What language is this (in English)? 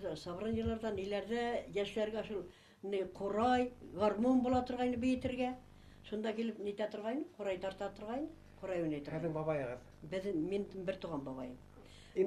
Bashkir